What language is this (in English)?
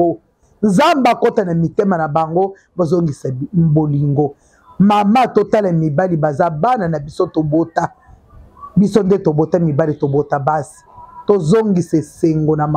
Lingala